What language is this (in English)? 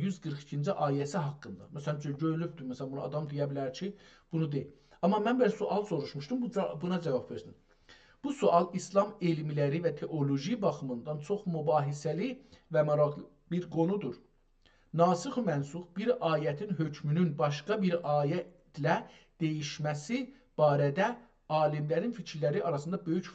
South Azerbaijani